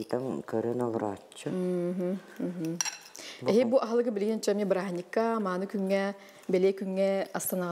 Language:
Yakut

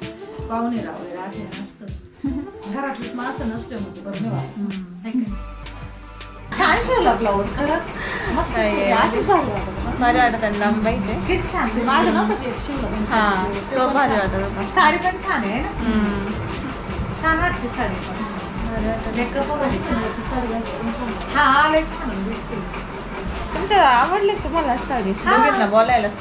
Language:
Marathi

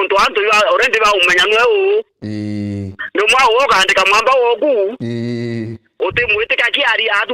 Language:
Meru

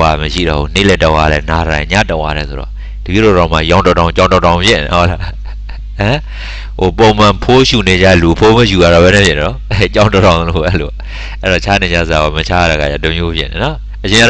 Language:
Burmese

